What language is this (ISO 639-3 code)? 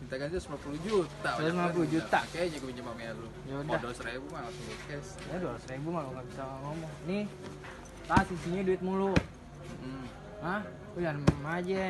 bew